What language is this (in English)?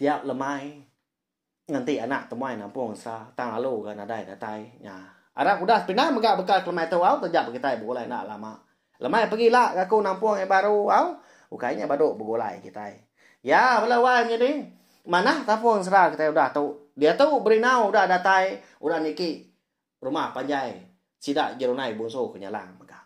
Iban